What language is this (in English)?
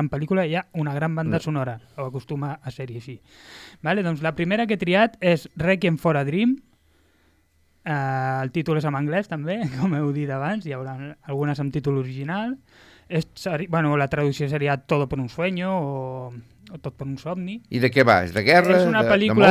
Catalan